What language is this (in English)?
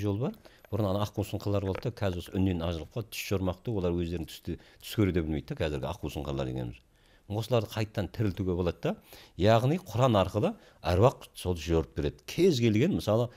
Kazakh